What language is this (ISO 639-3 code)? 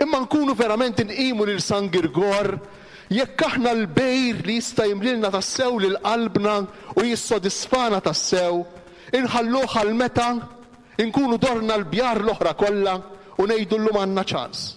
mlt